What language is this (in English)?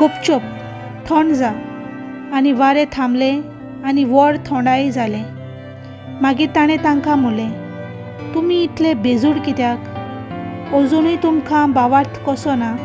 Konkani